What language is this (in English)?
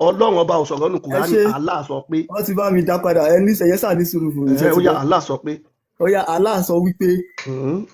Yoruba